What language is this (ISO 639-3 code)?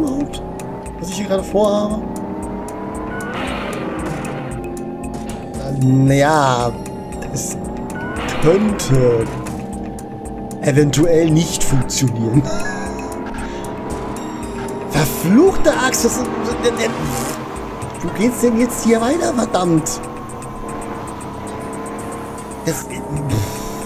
deu